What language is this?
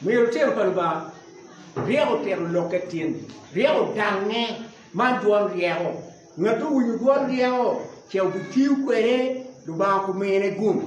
Acoli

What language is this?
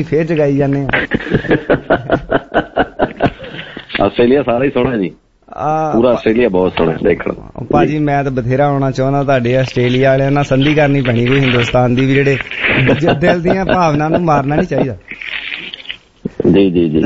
Punjabi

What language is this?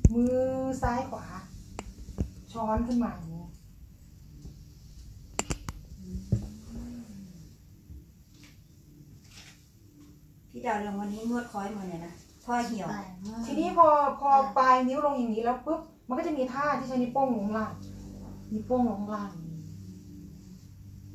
Thai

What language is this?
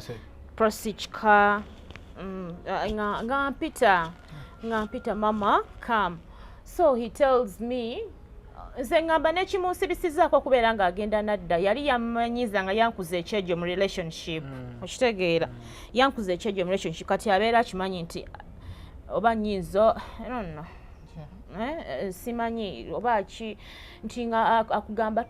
Ganda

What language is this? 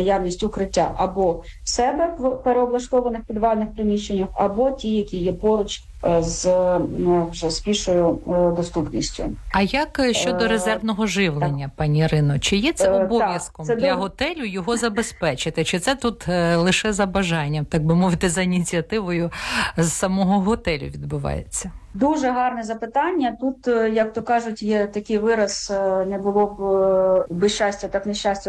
Ukrainian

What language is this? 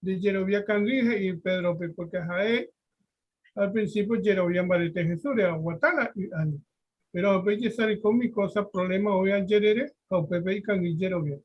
Guarani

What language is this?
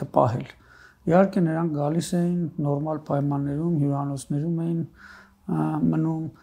Armenian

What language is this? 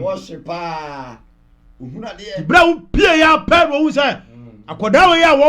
Akan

